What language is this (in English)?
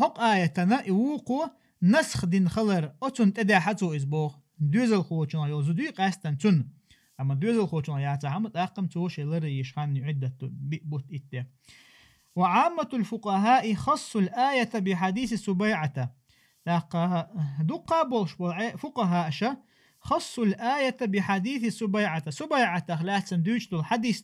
Chechen